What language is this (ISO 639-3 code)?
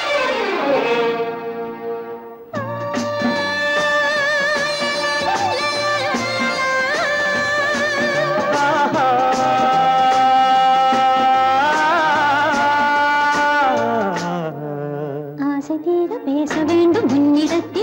tam